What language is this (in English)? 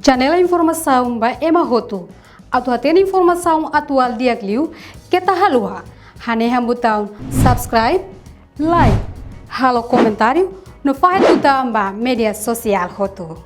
Tetum